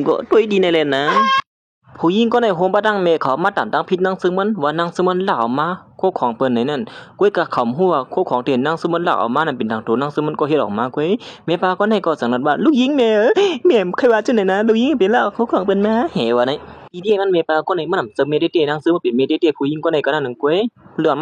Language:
Shan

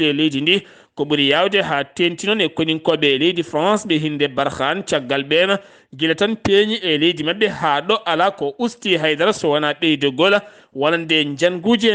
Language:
Fula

